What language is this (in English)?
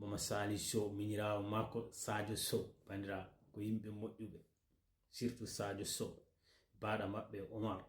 Fula